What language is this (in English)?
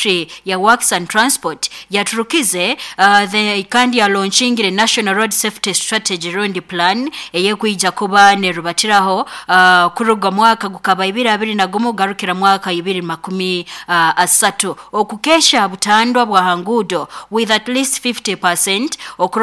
Nyoro